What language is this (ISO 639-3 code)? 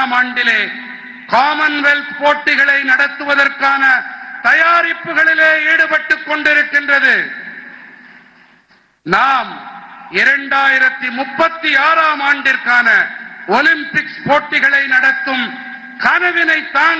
tam